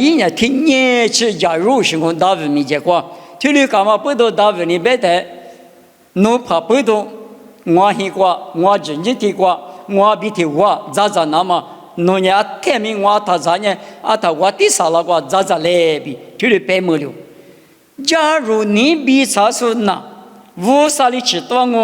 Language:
Lisu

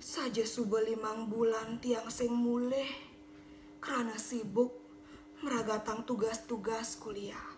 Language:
Balinese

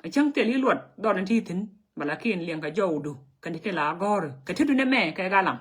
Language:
Nuer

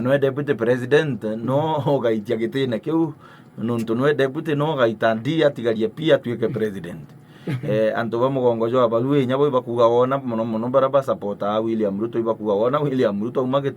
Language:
Meru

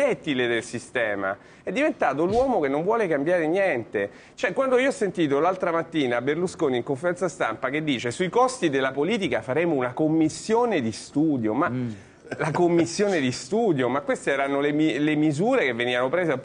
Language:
Italian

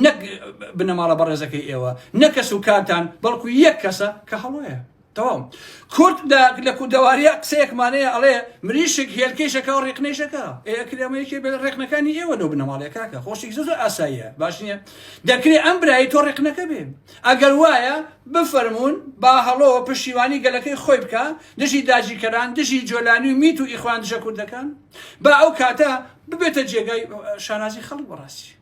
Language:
Central Kurdish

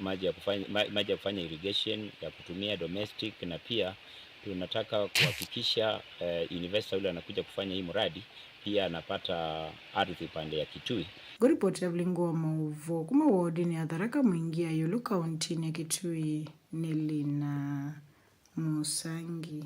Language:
Kamba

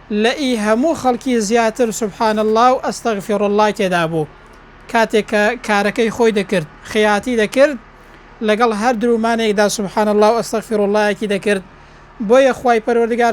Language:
Central Kurdish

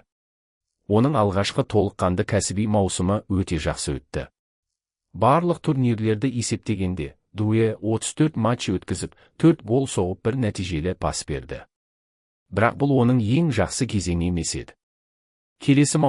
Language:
Kazakh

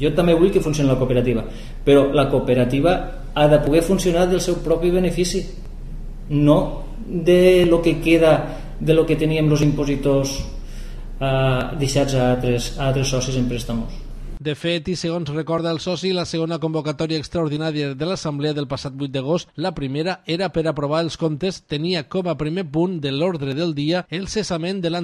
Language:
Catalan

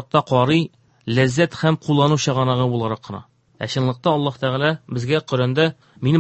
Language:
Tatar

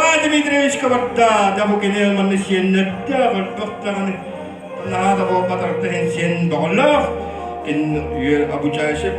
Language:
Yakut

